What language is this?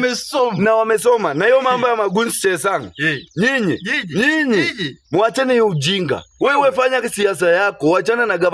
Swahili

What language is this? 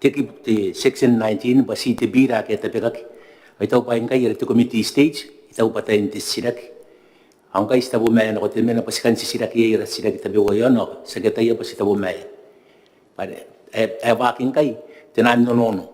Gilbertese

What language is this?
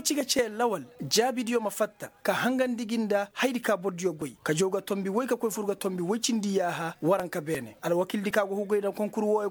Koyraboro Senni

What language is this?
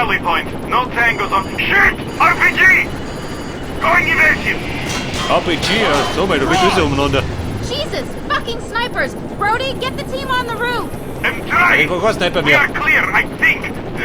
Bavarian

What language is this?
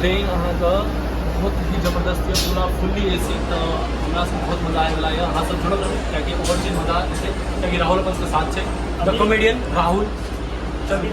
Maithili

